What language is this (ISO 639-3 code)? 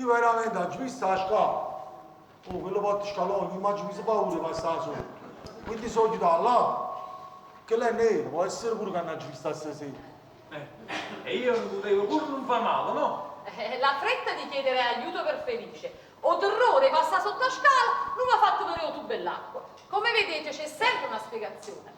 nap